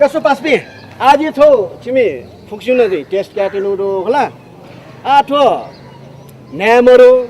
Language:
Newari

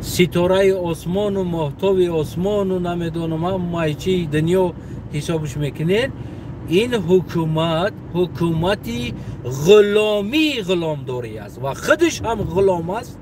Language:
Tajik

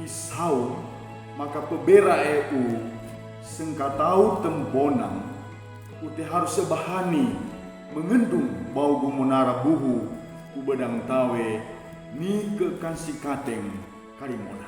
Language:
Sangir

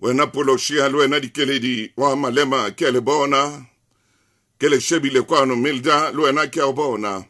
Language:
Southern Sotho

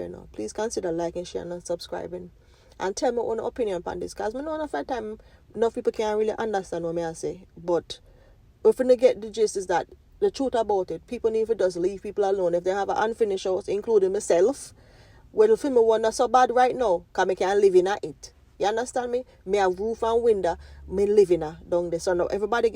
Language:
Jamaican Creole English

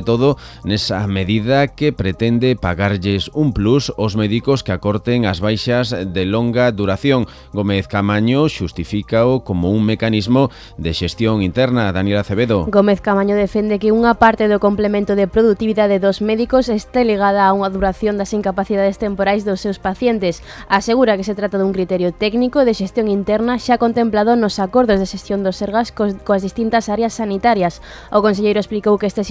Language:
Galician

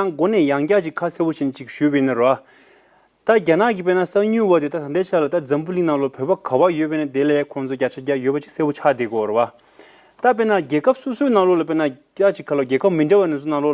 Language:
Tibetan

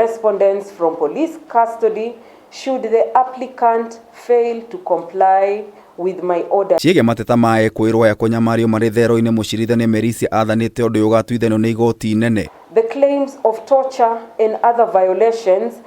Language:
Kikuyu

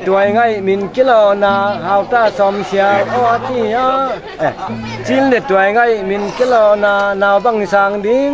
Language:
Tedim Chin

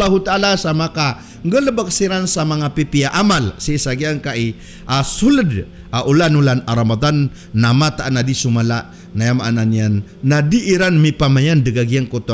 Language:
Maranao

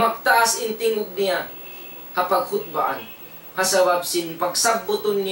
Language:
Tausug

